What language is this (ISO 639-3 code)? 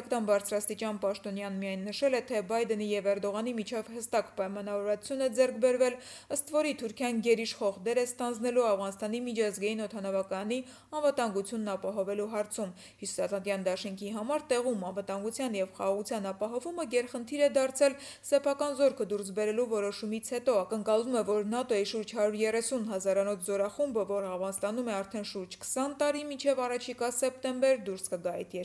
hye